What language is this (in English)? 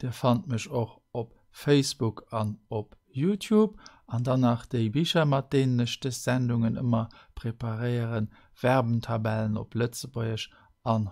Luxembourgish